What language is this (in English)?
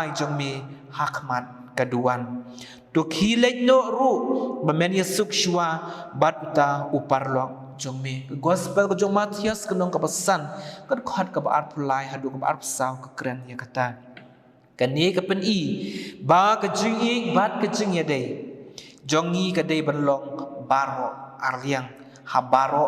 Khasi